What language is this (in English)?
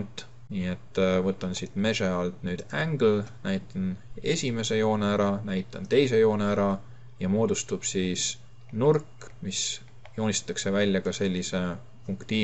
Estonian